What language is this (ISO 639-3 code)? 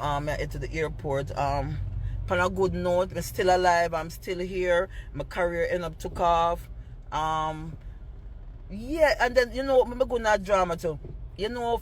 jam